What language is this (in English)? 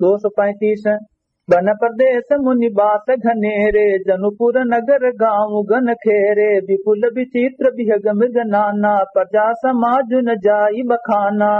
Awadhi